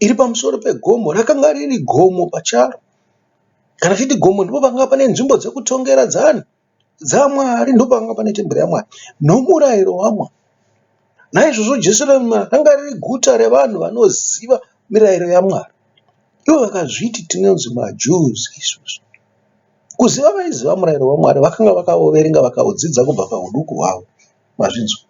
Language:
Shona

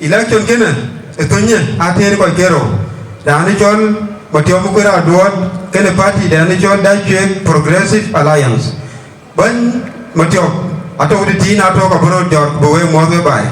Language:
Dinka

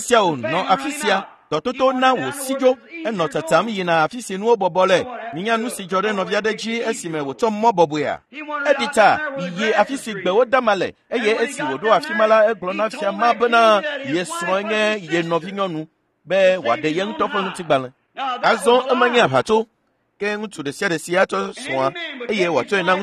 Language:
Ewe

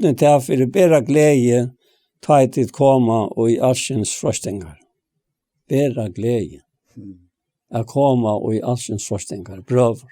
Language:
Faroese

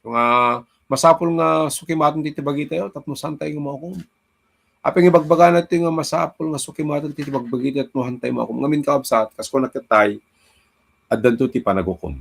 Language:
Iloko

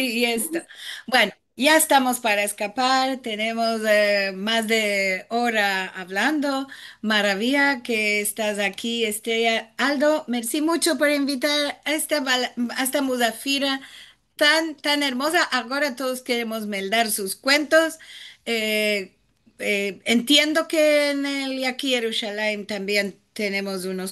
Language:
Ladino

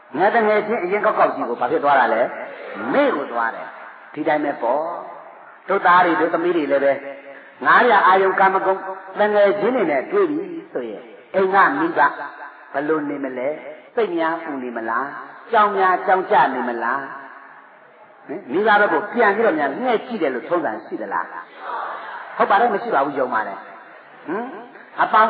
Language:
Burmese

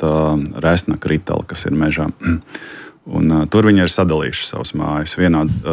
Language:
Latvian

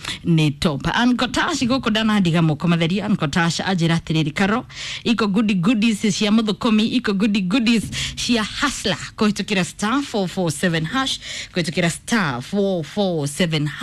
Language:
Kikuyu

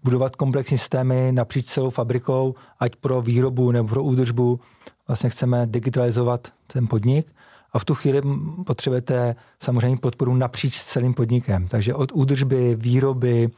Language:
Czech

